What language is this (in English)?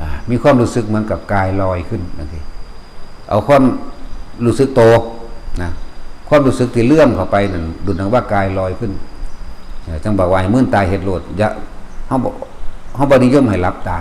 Northeastern Thai